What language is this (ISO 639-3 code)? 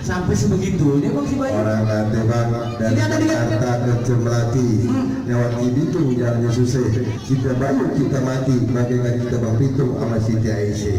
bew